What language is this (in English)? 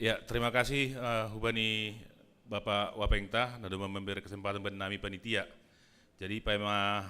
Batak Simalungun